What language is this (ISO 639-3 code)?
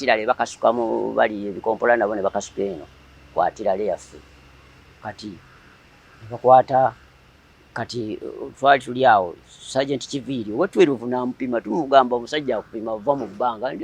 lug